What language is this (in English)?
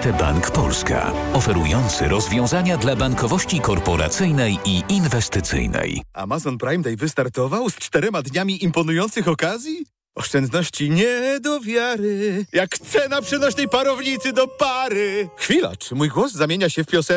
Polish